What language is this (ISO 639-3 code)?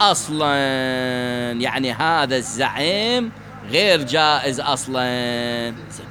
acm